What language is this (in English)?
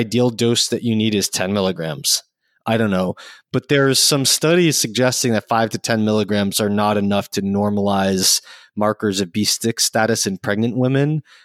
English